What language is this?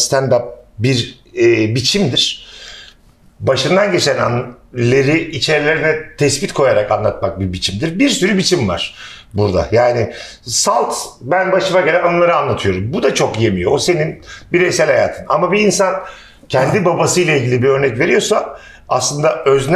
Turkish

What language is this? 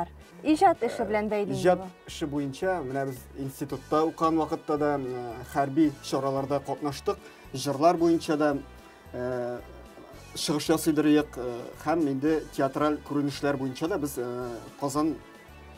Tatar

